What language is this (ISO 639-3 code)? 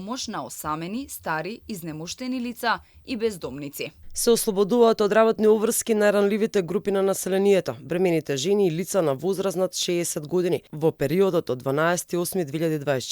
mkd